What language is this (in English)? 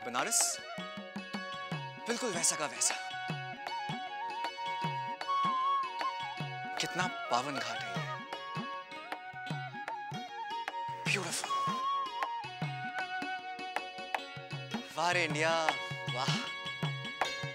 Hindi